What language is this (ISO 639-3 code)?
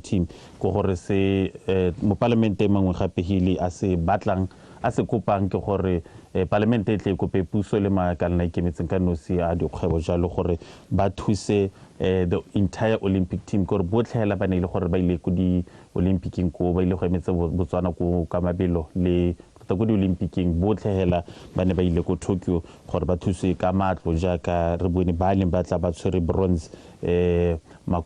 tsn